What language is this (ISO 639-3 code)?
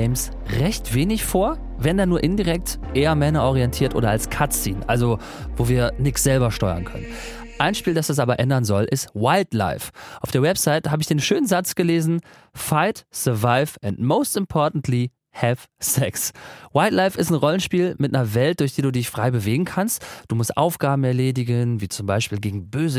deu